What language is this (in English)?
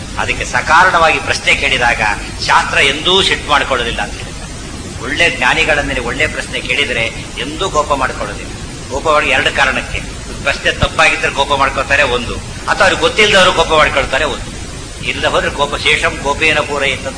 Kannada